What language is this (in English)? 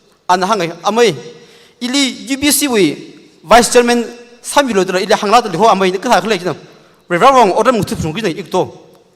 Tangkhul Naga (India)